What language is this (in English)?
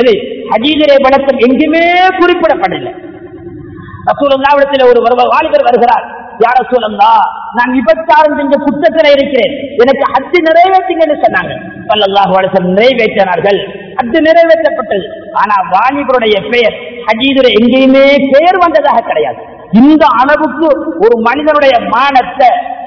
Tamil